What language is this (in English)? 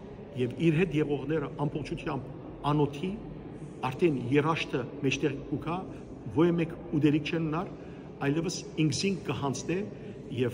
Western Armenian